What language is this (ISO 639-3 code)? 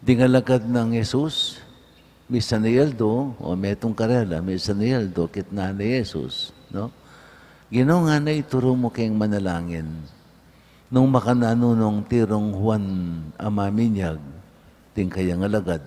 pam